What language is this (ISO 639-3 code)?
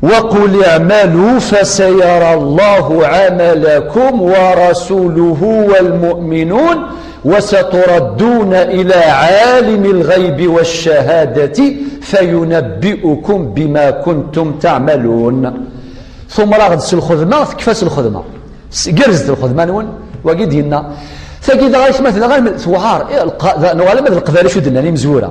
kab